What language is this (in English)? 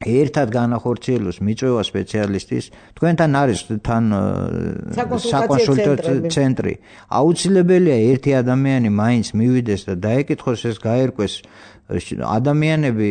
Georgian